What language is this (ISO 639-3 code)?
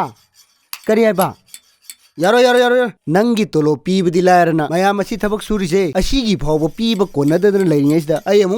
mni